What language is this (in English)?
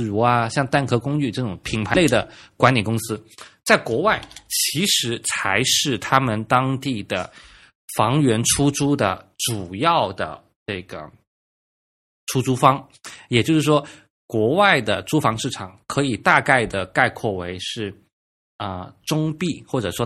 Chinese